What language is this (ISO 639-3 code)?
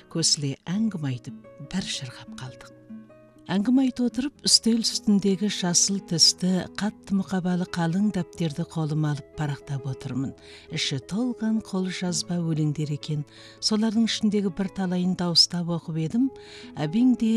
kaz